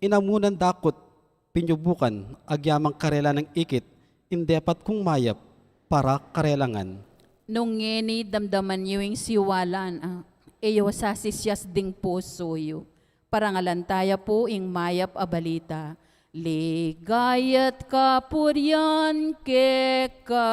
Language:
Pampanga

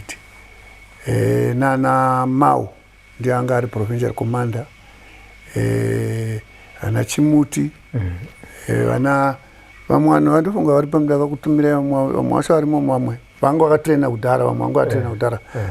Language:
Shona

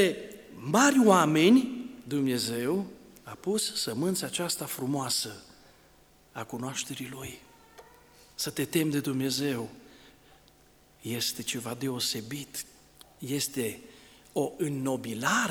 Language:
Romanian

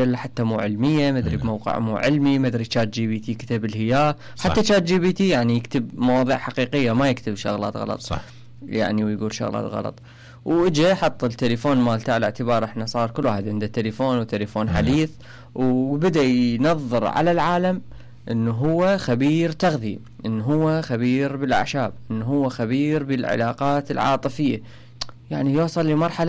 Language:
Mesopotamian Arabic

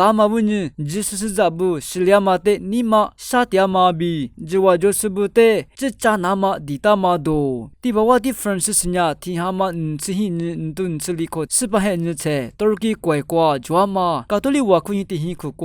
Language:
Lisu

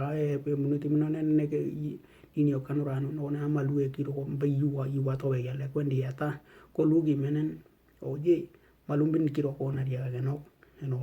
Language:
Western Dani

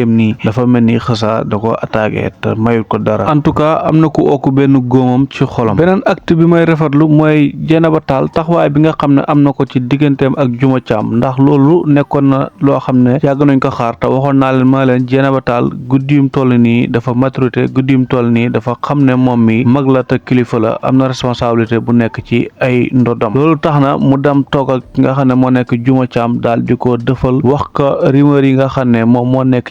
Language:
Wolof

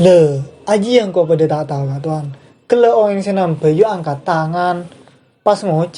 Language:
Madurese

